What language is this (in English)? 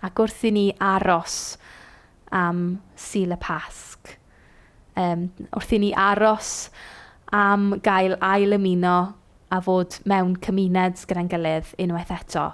Welsh